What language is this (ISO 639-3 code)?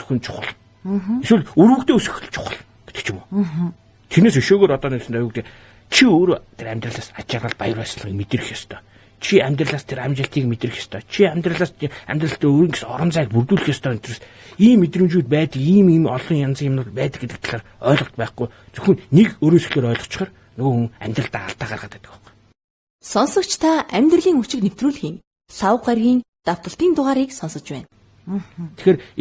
mon